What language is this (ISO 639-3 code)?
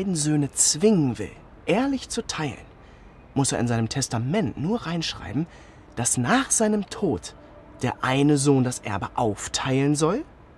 gsw